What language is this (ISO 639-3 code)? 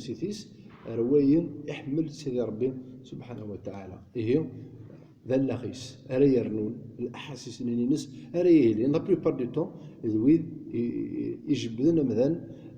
kab